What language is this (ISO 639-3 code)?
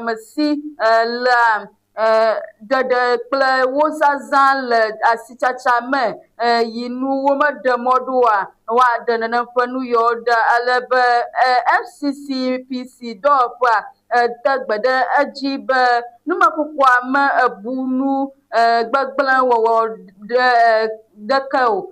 ewe